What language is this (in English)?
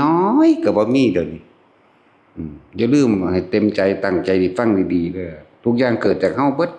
Northeastern Thai